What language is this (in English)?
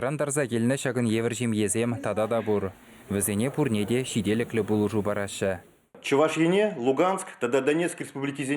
Chuvash